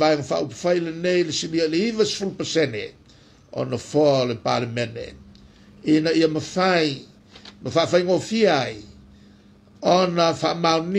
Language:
Samoan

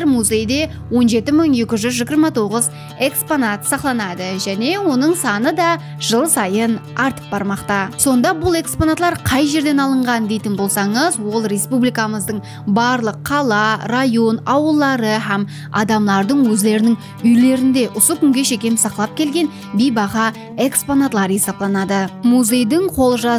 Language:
Kara-Kalpak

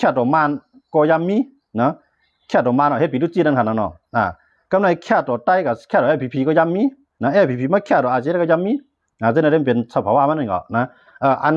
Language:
Shan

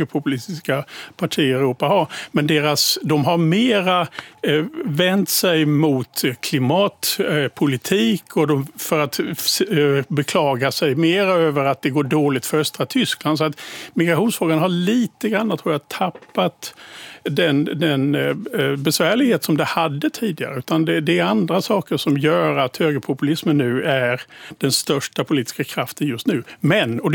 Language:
Swedish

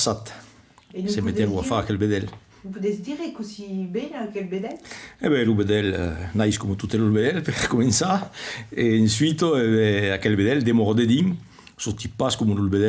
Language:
Occitan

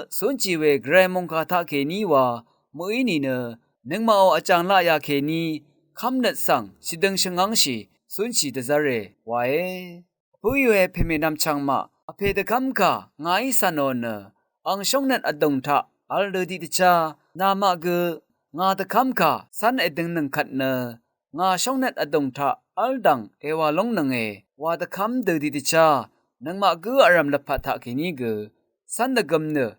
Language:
Rawang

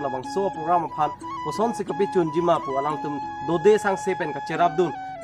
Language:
Karbi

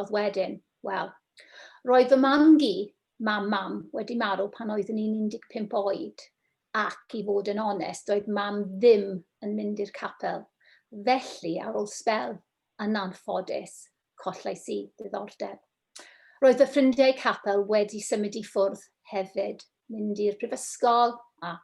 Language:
Welsh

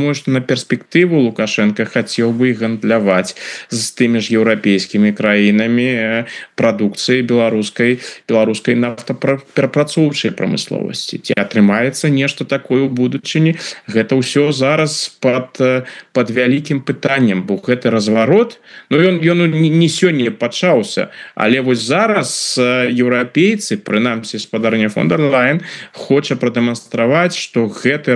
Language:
Belarusian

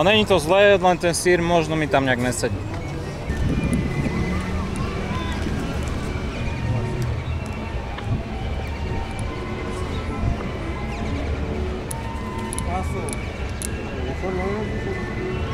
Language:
Slovak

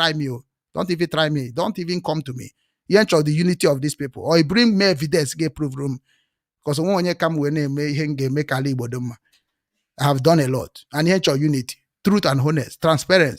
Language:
Igbo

